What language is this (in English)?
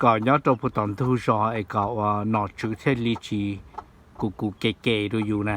Hmong